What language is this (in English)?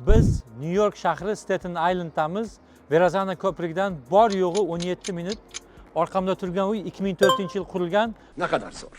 Uzbek